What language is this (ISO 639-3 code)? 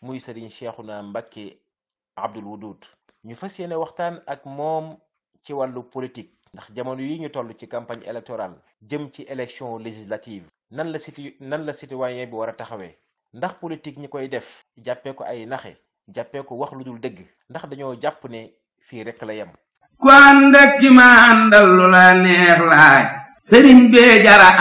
wol